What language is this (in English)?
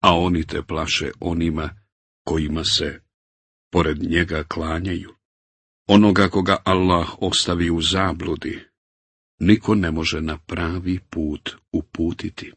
Bosnian